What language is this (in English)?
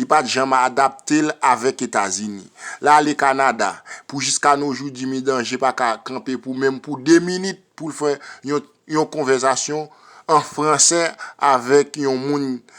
Haitian Creole